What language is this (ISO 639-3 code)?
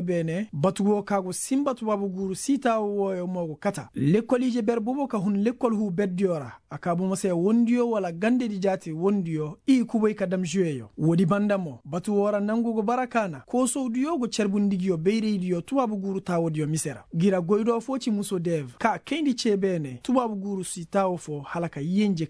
ses